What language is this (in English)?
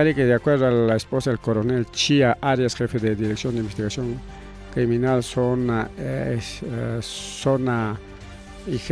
Ayacucho Quechua